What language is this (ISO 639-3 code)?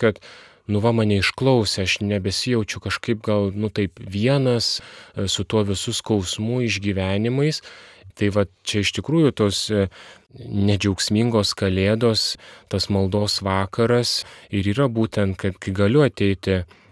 lit